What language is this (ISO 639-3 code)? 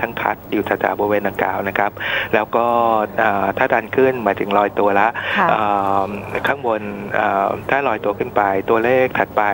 tha